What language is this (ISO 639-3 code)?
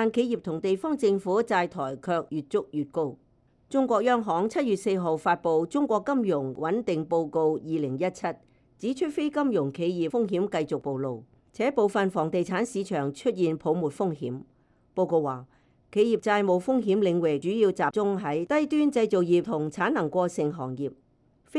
yue